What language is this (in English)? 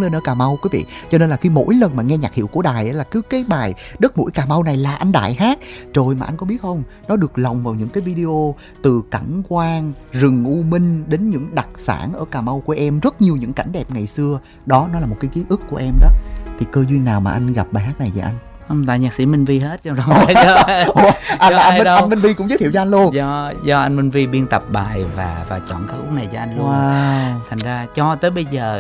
Vietnamese